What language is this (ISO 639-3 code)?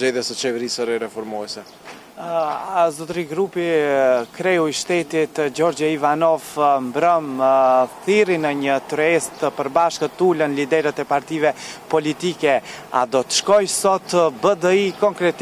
sqi